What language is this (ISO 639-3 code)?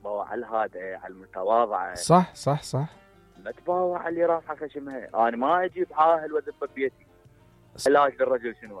acm